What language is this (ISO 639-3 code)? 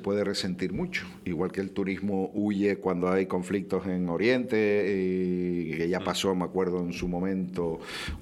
spa